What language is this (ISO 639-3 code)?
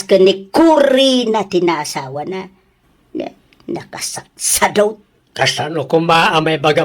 ilo